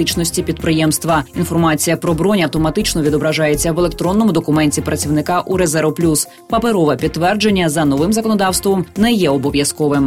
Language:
Ukrainian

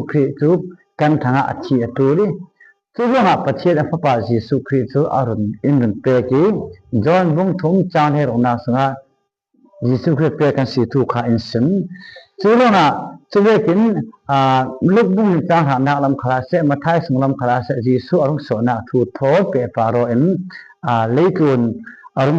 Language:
Falam Chin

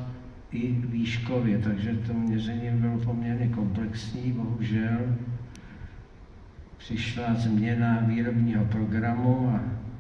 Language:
Czech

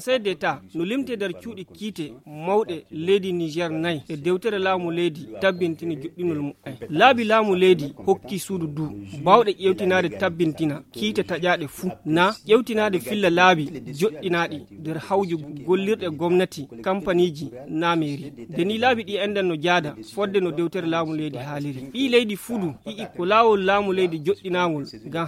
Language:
Fula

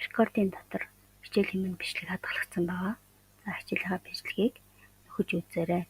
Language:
Mongolian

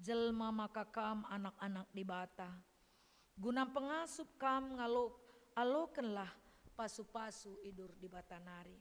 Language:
Batak Karo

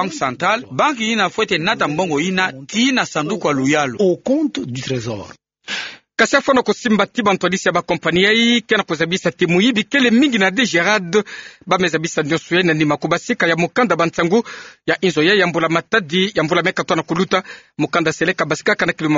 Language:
Kituba (Democratic Republic of Congo)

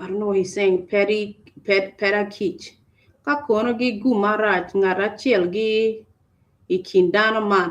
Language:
Acoli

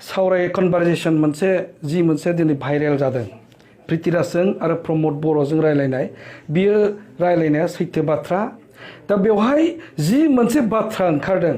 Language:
Bodo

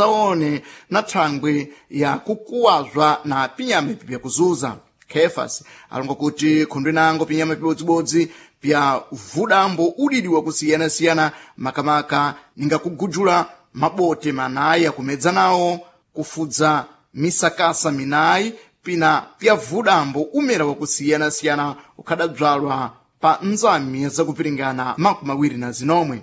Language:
Sena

